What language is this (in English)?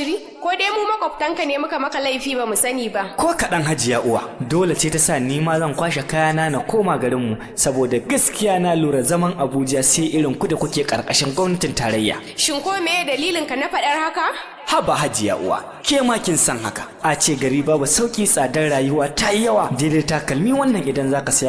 Hausa